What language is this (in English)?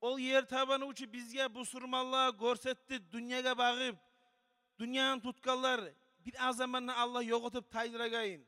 Kumyk